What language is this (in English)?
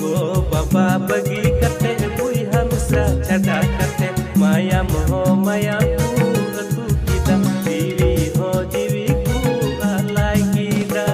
Santali